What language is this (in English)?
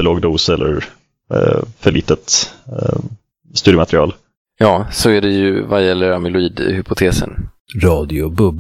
Swedish